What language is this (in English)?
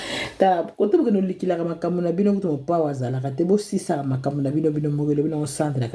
Lingala